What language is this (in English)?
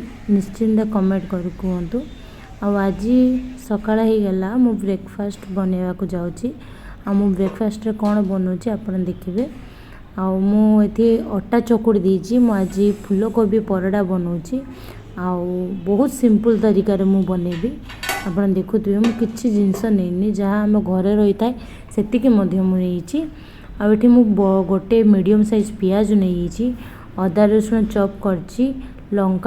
Odia